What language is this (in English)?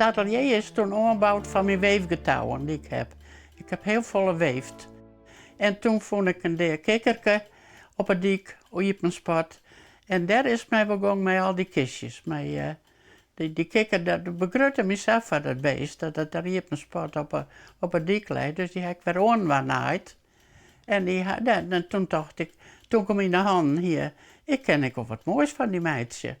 Western Frisian